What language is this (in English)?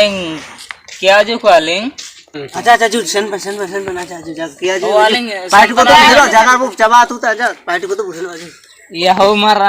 Ho